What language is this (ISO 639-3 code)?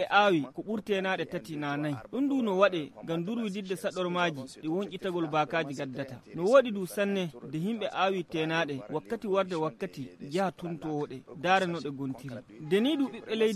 ful